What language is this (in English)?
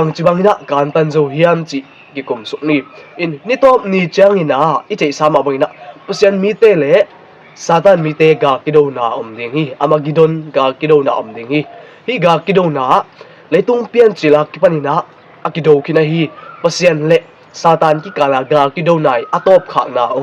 Tedim Chin